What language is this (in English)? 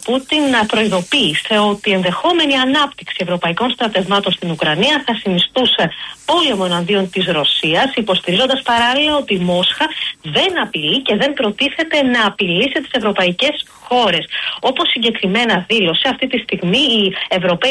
Greek